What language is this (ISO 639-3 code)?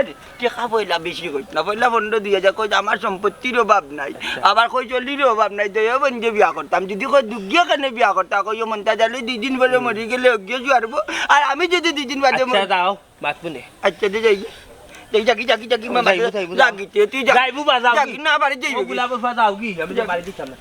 syl